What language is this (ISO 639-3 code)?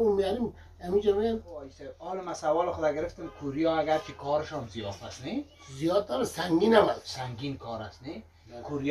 fas